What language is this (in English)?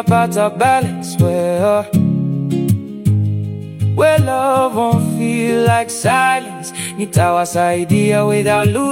Swahili